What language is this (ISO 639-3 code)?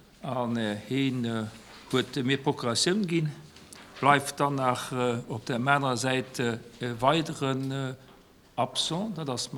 ltz